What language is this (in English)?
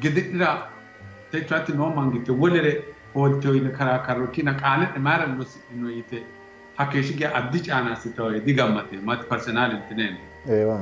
Sidamo